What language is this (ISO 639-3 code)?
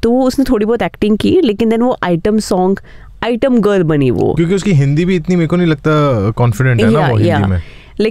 hin